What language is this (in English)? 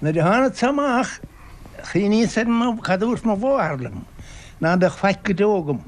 Irish